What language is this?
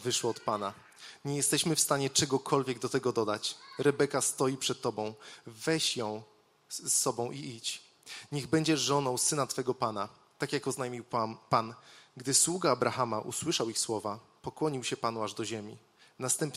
Polish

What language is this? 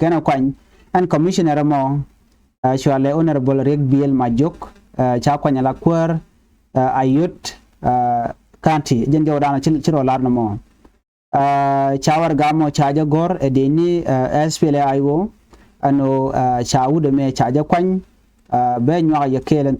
Nuer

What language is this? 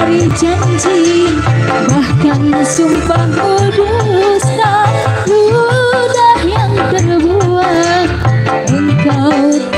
Betawi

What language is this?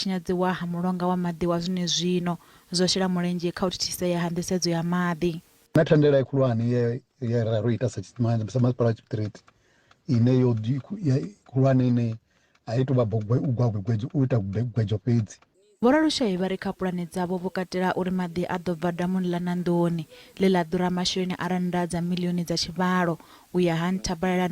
Venda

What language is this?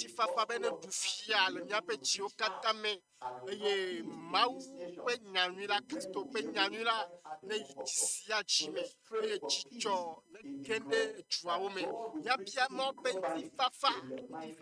Ewe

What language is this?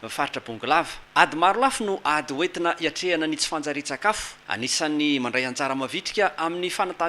Malagasy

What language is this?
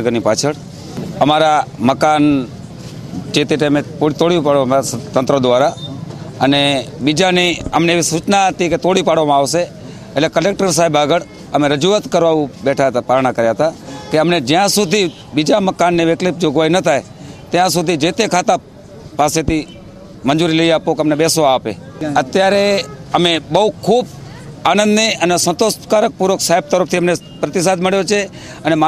Gujarati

